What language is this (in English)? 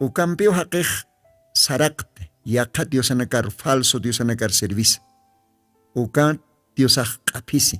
Aymara